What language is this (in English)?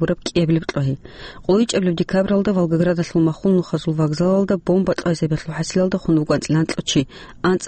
Avaric